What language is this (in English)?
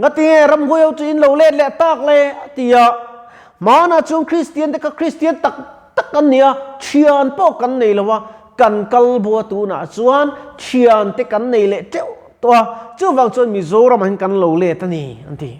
Mizo